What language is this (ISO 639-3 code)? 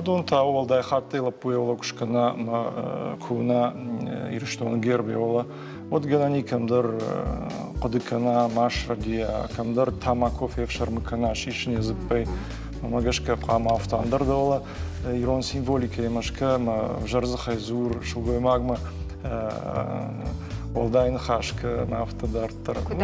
oss